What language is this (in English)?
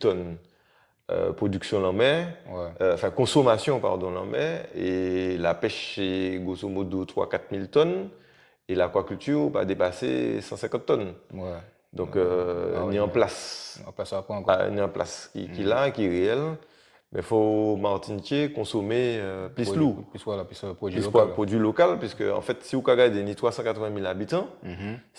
Guadeloupean Creole French